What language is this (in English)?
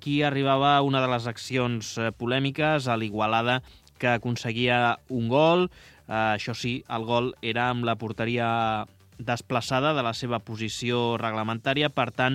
Catalan